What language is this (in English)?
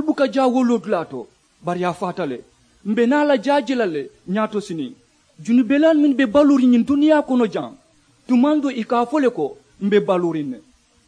Mandingo